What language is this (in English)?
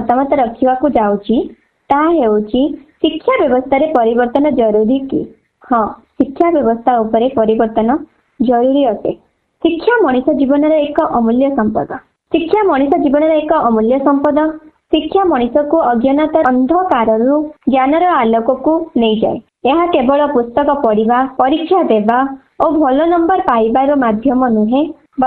Odia